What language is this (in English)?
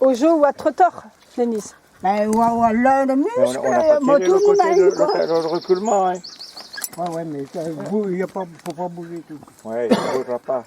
Breton